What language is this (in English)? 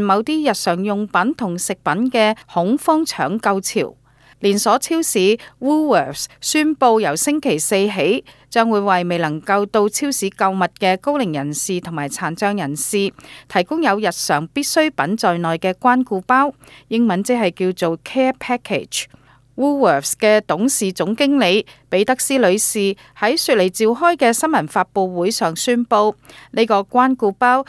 Cantonese